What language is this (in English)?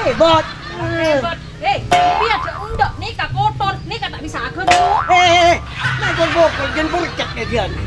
Madurese